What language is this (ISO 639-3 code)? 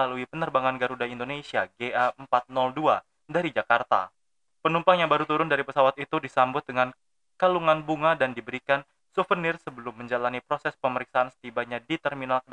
ind